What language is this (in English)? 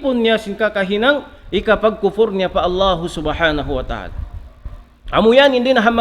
Tausug